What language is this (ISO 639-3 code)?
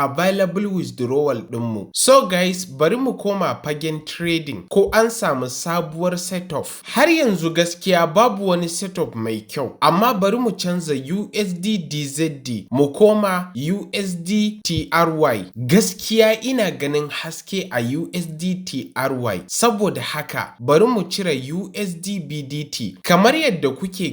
hau